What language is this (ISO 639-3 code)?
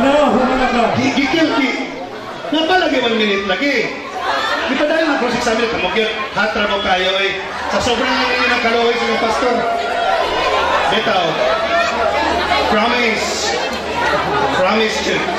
ceb